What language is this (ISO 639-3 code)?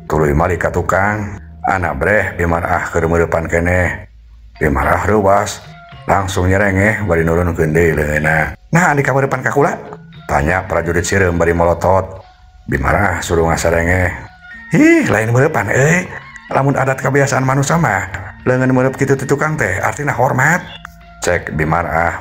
sun